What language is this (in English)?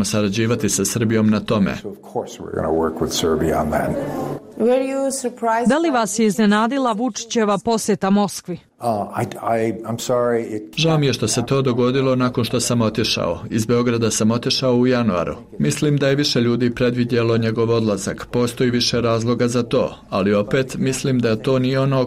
Bosnian